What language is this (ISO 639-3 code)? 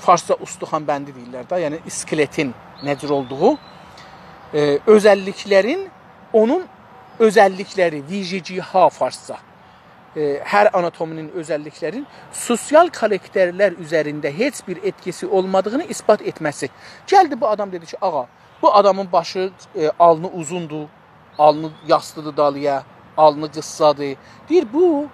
azb